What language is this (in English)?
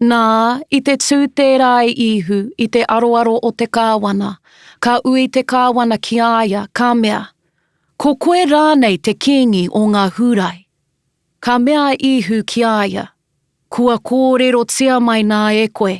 Māori